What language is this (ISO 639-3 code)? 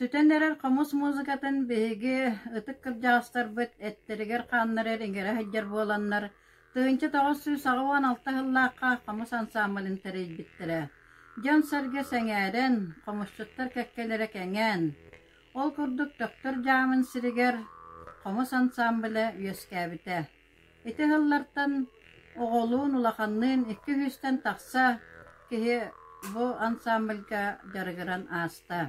sah